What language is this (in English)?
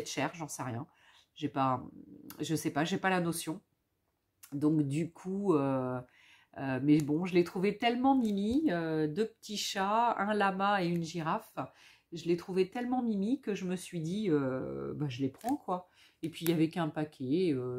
French